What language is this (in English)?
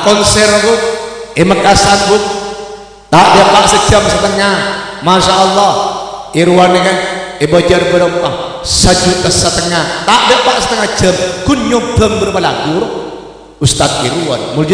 Madurese